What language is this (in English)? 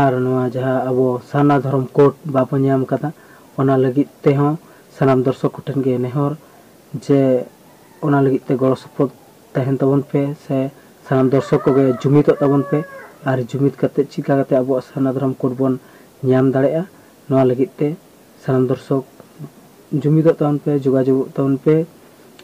Santali